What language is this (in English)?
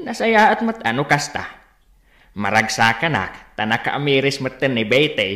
Iloko